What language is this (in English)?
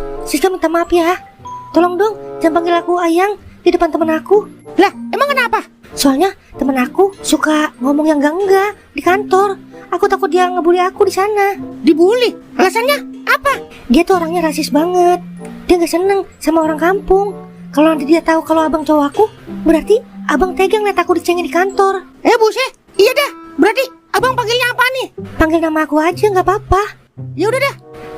Betawi